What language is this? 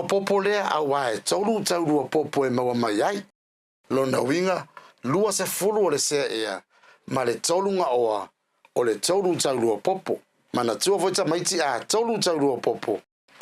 Samoan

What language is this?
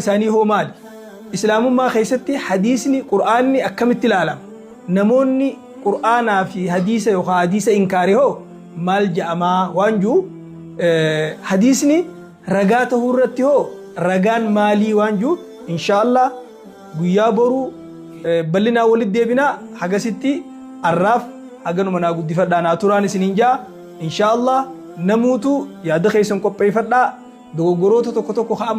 Oromo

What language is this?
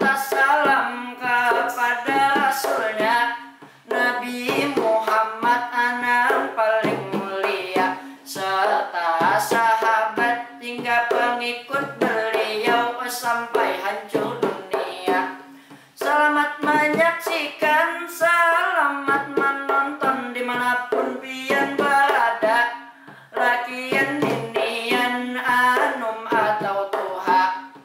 Banjar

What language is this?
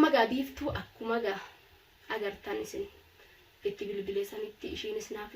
Oromo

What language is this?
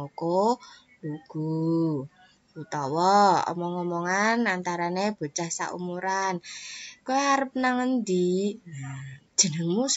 Javanese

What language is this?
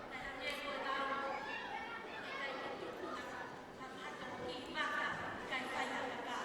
Tongan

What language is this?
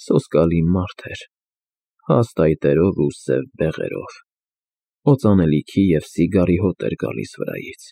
Armenian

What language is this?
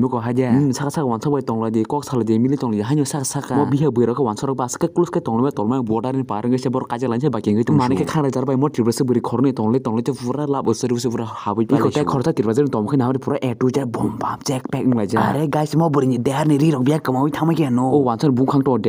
Kok Borok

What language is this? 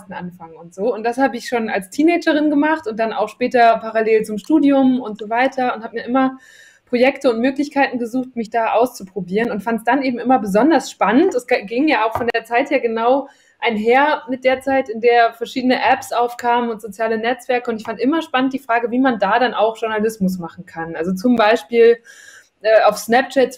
German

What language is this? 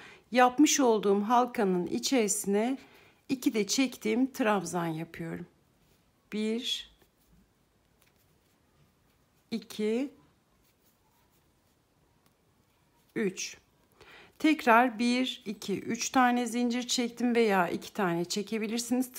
Turkish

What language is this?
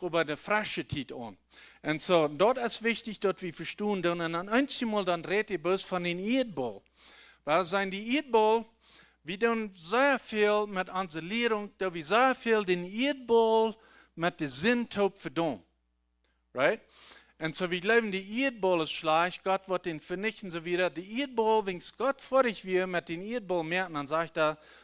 Plautdietsch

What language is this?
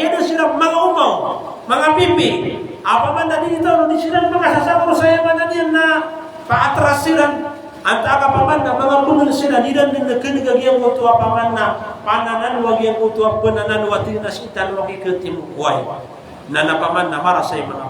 Maranao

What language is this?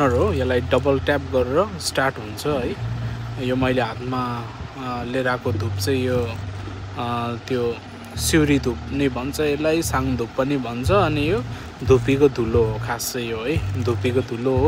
Nepali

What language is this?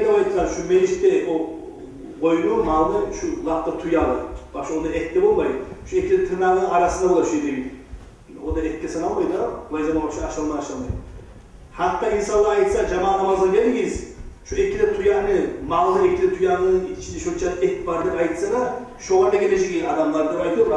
Kumyk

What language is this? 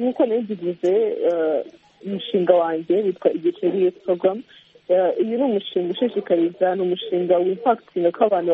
Kinyarwanda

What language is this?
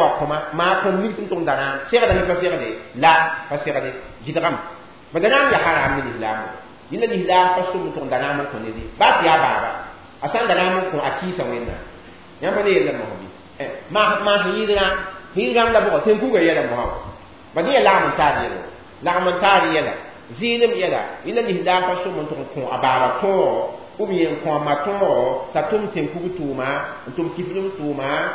Mossi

